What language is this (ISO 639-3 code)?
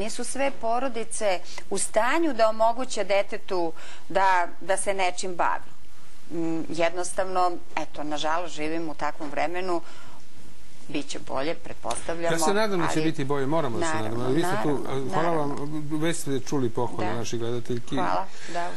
srp